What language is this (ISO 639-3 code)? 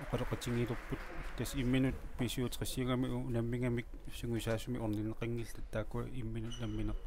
kal